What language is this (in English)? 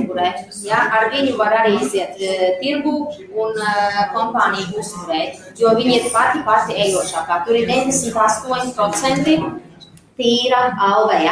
Latvian